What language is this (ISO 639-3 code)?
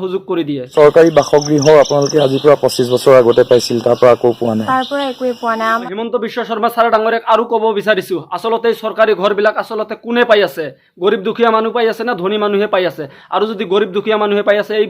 asm